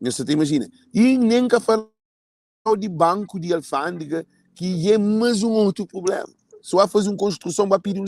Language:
Kabuverdianu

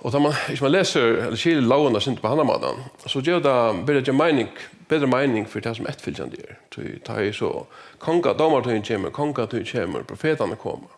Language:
Faroese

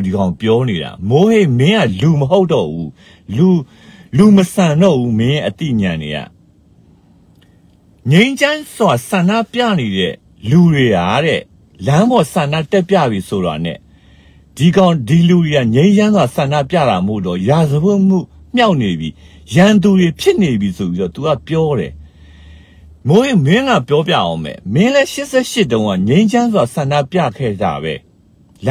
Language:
Burmese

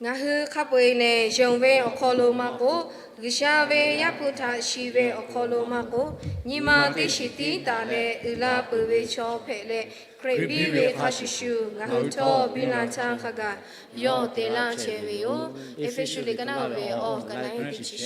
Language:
Lahu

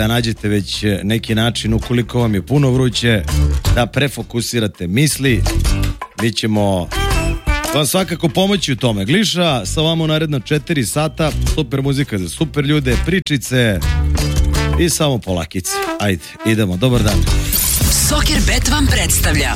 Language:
Serbian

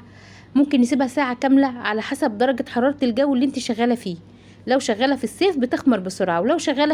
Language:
Egyptian Arabic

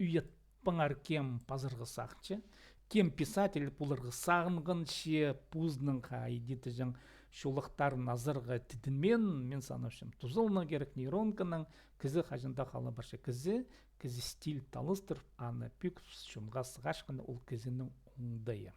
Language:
Khakas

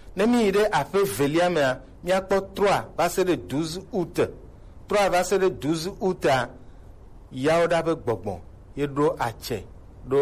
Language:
Gen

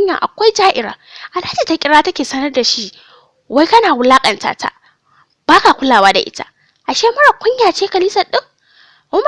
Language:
Hausa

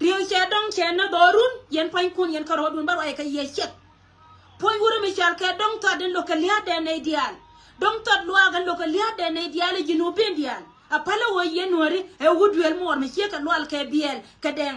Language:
Nuer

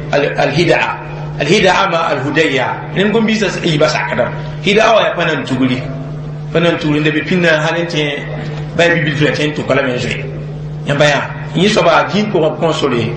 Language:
Mossi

